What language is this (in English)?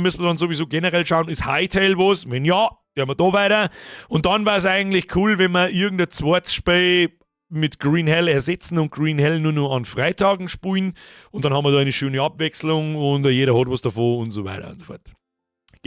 Bavarian